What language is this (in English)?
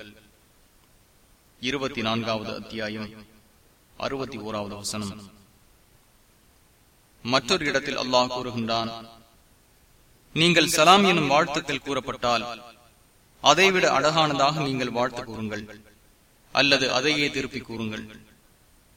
Tamil